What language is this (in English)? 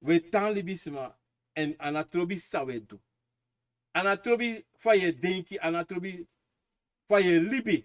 Sranan Tongo